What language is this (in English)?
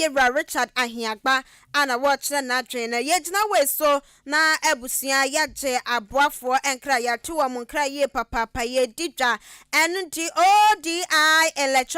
Akan